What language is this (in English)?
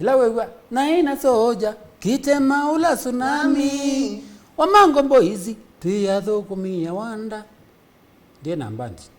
Kamba